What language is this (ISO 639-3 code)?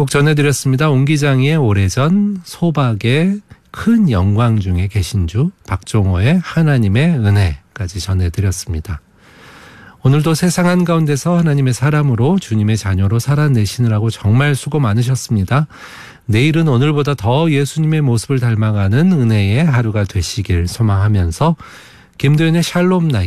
kor